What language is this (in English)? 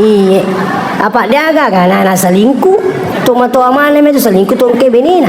Buginese